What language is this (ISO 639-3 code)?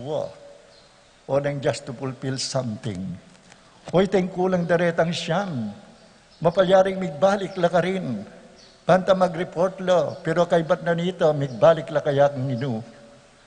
pam